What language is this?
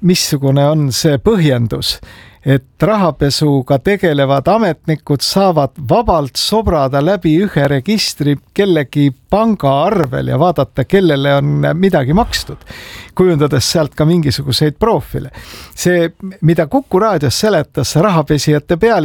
Estonian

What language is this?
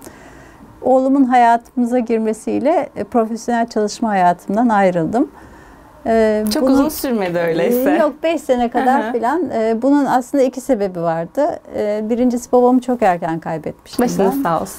Turkish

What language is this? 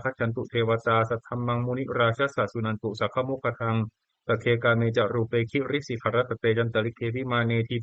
Pali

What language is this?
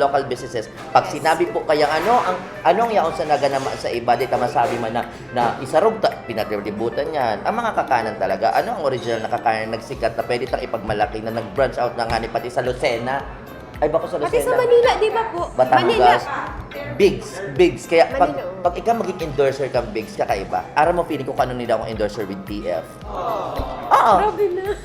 Bikol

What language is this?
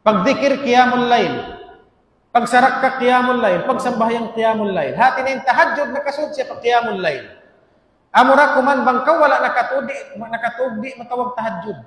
Tausug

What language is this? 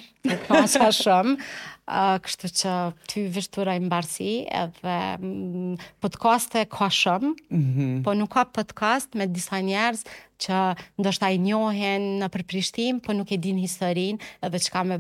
Albanian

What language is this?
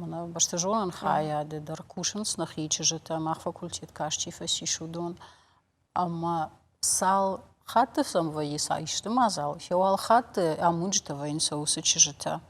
Ossetic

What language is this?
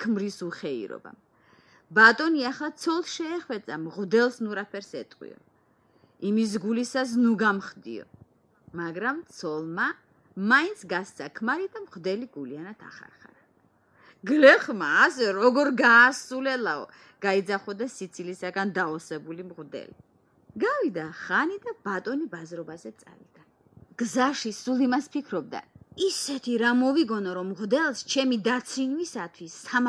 Georgian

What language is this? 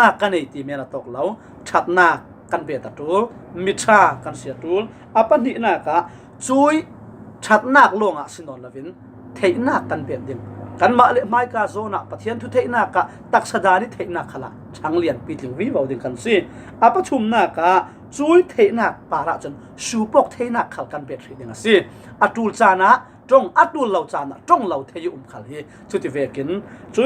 Falam Chin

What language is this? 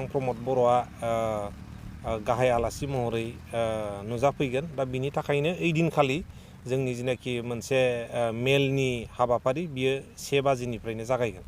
Bodo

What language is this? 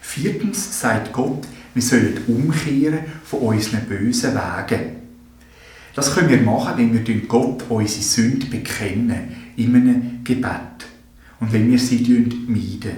Swiss German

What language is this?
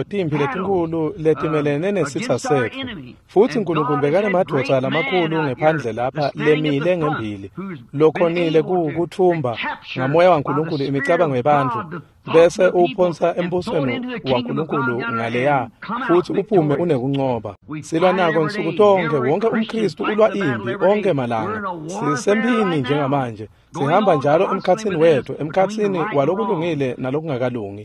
Swati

